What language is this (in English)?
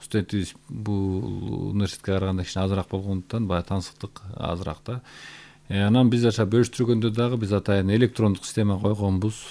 Kyrgyz